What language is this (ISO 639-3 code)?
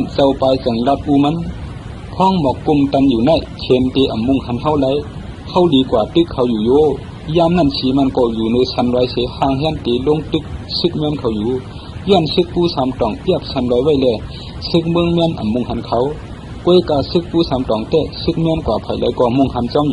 shn